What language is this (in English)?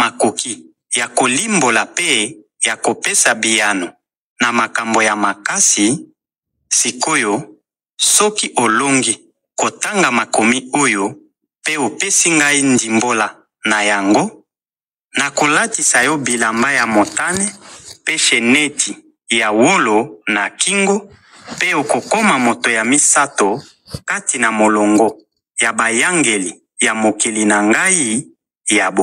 Lingala